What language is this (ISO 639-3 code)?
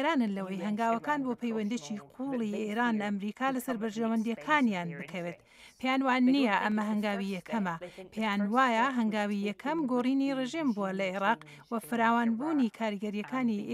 ckb